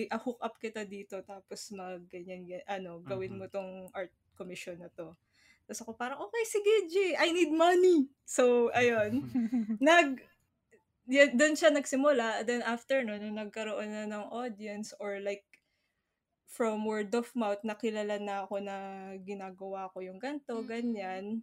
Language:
Filipino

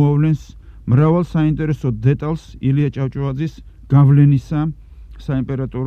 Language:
Georgian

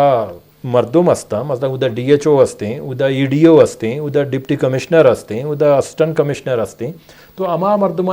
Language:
Eastern Balochi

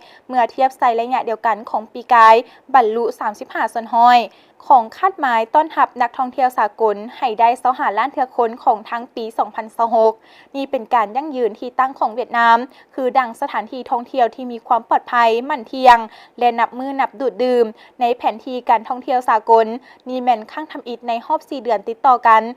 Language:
Lao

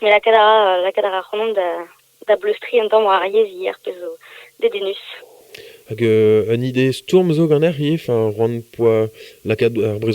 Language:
Breton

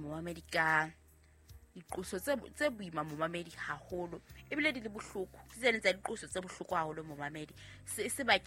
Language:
Southern Sotho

